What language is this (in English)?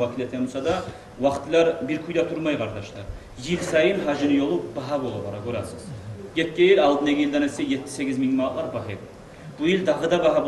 Kumyk